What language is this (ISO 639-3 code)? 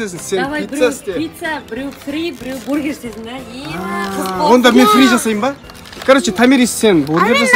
kaz